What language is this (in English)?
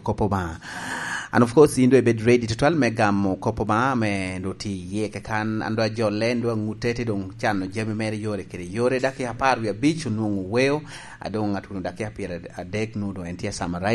Lango (Uganda)